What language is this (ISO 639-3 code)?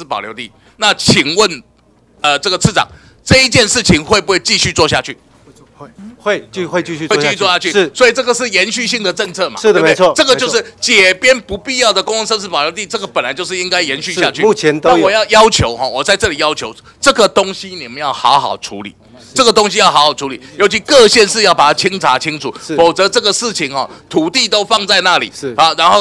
zho